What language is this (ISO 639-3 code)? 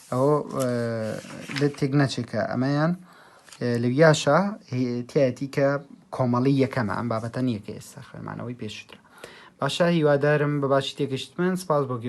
ckb